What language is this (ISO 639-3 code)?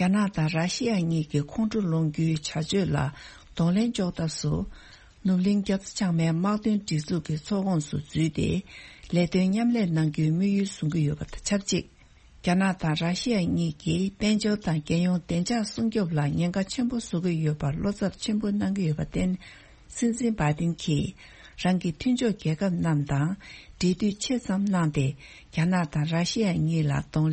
bod